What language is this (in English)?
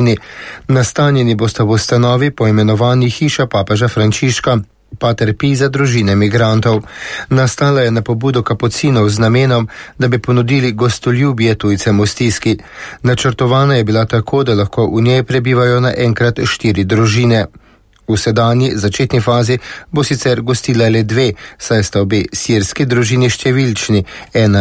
Slovenian